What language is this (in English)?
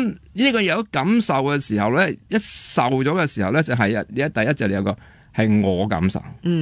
Cantonese